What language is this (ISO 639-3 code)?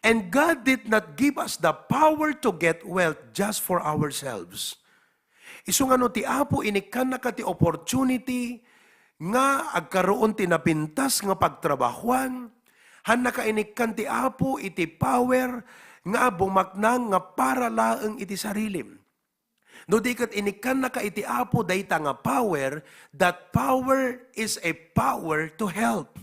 ilo